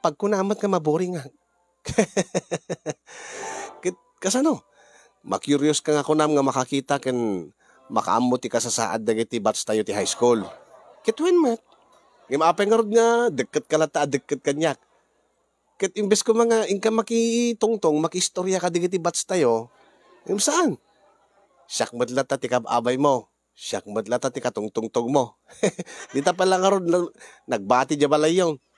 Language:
Iloko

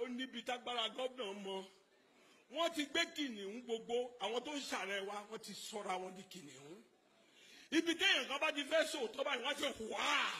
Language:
Yoruba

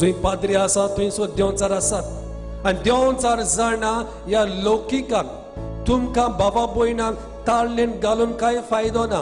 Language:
Konkani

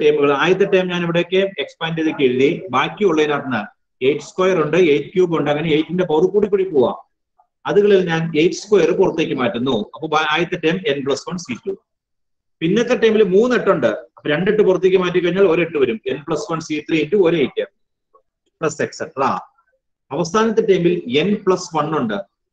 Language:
Malayalam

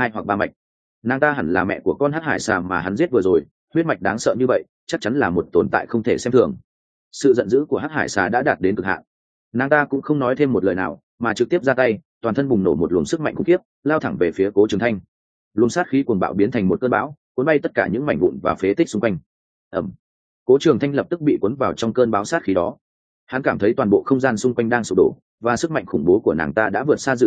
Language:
Vietnamese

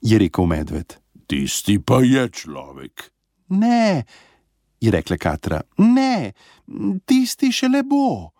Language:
Slovenian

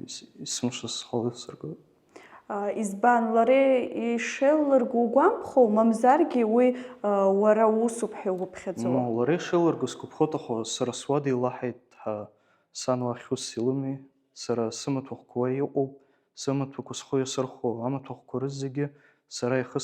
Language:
Abkhazian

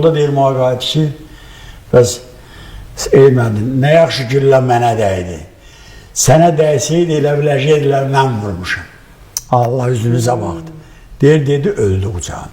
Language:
Azerbaijani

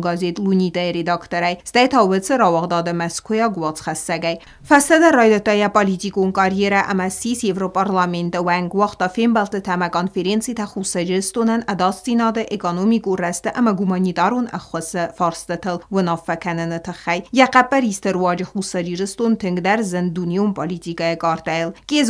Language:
Ossetic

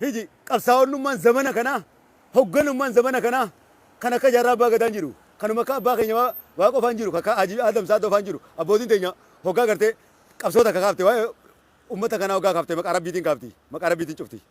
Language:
Oromo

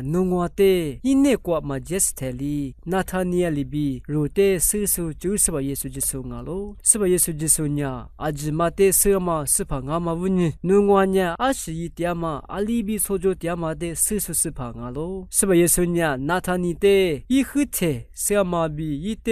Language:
Lisu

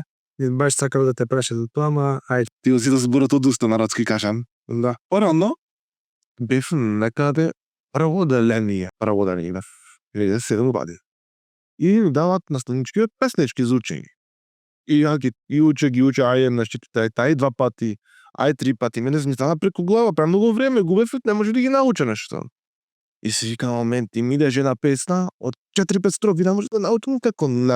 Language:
Macedonian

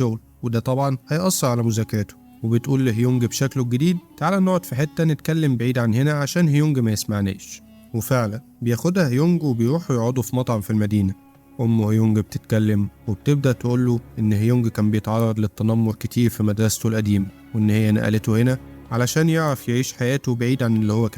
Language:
Egyptian Arabic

